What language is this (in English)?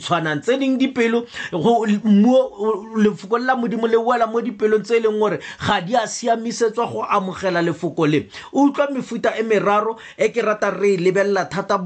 Tswana